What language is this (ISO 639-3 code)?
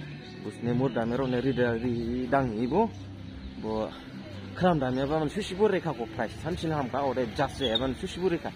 dis